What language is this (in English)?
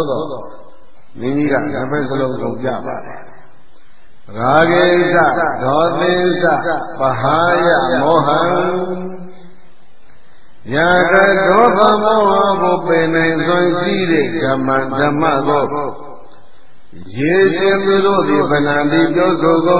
Burmese